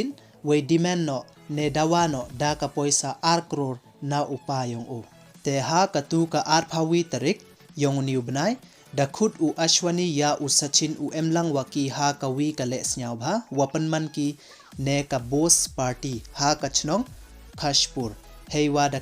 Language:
Pnar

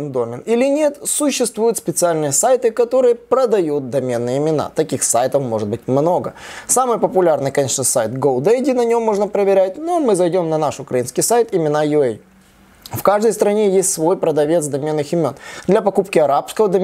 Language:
Russian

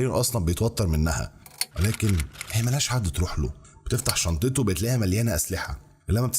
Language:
Egyptian Arabic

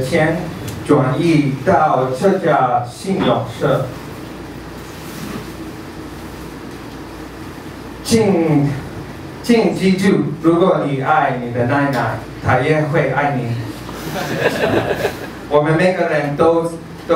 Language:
Chinese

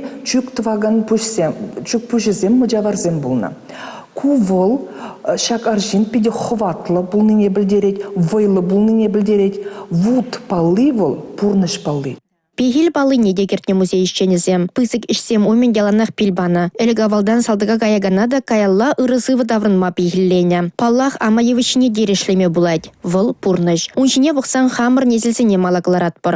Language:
Chuvash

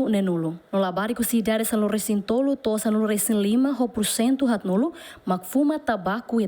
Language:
Tetum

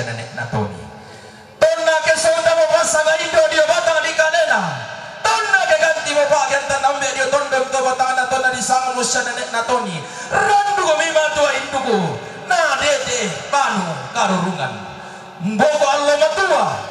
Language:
Toraja-Sa'dan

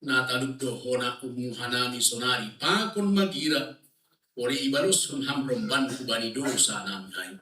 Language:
Batak Simalungun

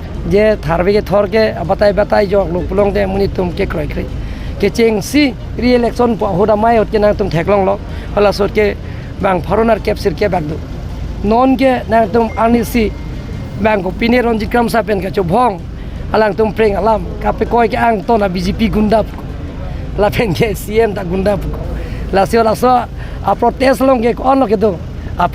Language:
Karbi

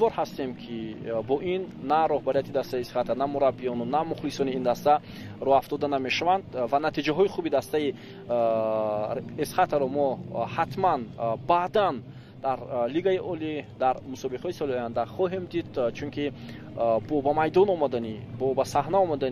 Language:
Tajik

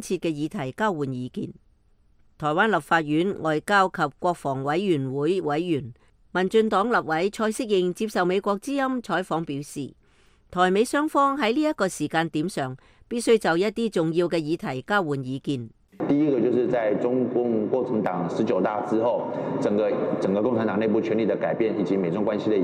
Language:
Cantonese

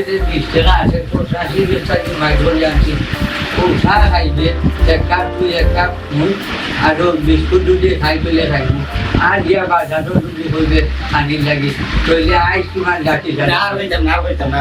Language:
Sylheti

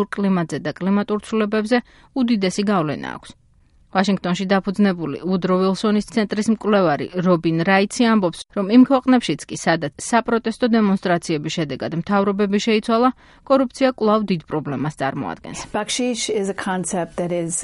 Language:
Georgian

